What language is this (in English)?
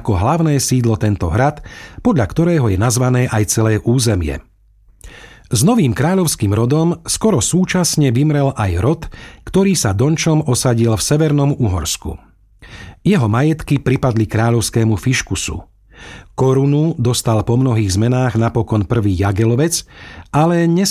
Slovak